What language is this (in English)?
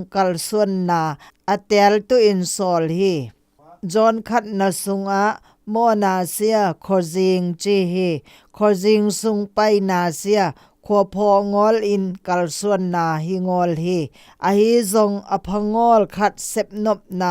Zou